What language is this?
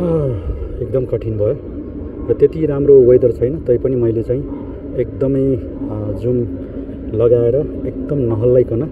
Nepali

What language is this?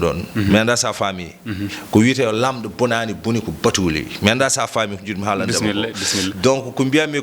Fula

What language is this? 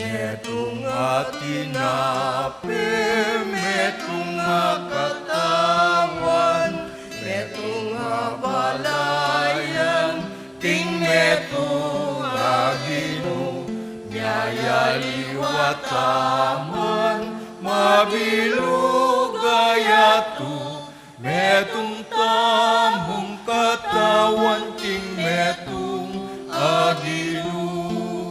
Pampanga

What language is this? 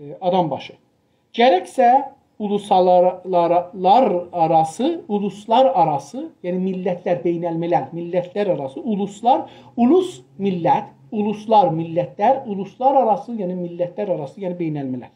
South Azerbaijani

